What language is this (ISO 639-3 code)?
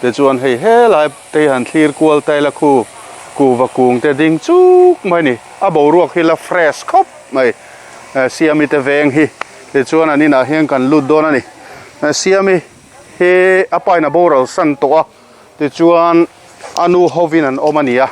lus